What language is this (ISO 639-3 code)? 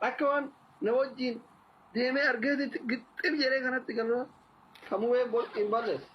orm